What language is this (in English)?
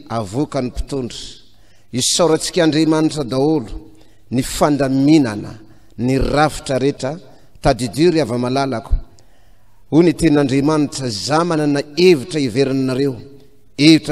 Malagasy